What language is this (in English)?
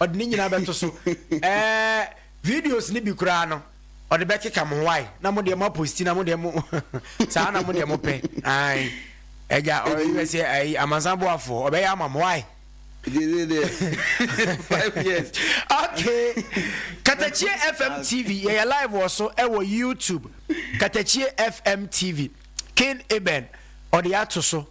Akan